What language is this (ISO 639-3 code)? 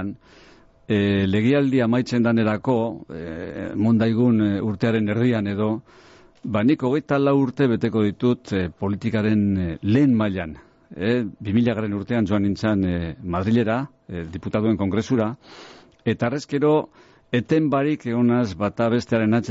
eus